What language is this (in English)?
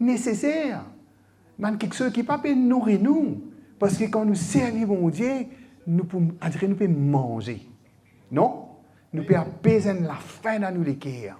Morisyen